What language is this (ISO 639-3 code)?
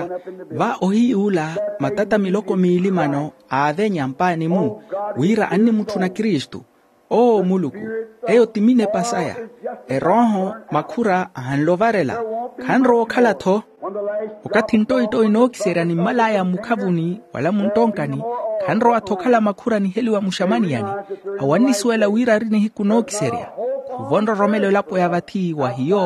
vmw